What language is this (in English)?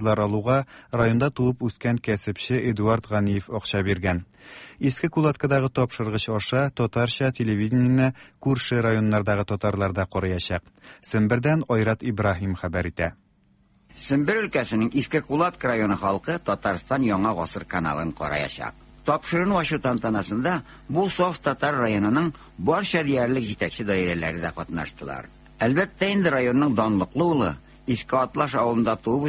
Tatar